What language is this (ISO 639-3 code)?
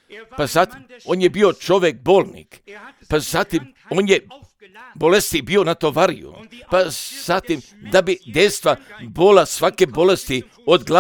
hrv